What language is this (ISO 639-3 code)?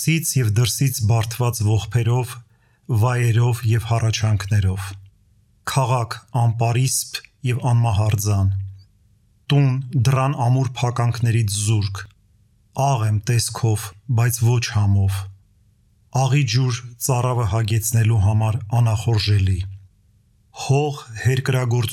hye